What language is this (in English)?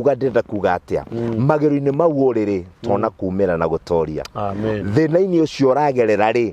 Kikuyu